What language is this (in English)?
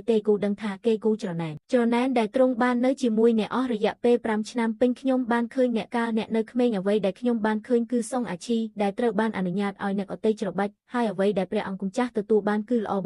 Khmer